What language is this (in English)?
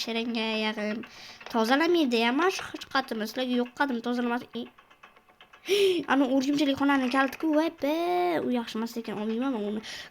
Uzbek